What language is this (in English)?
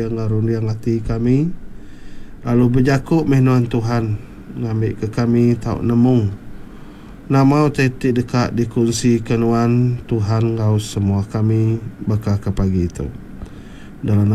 Iban